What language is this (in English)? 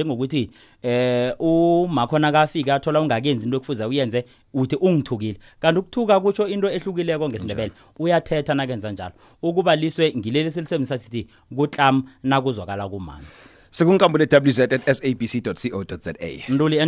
South Ndebele